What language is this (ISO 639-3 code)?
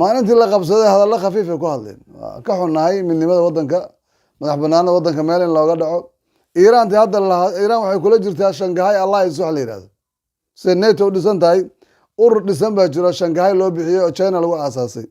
som